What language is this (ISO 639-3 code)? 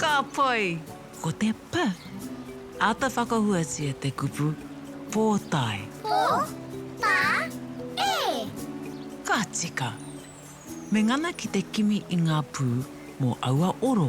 mri